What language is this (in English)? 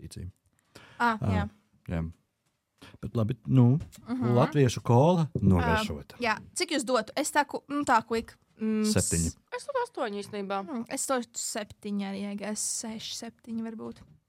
Latvian